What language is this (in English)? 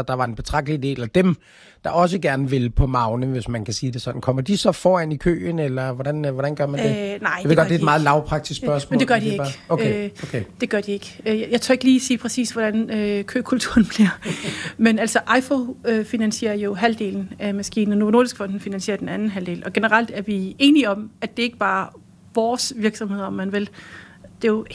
Danish